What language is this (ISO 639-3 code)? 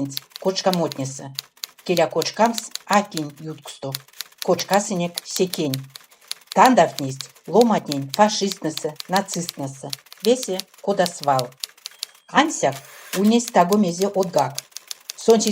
myv